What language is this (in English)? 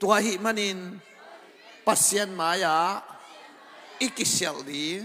Tedim Chin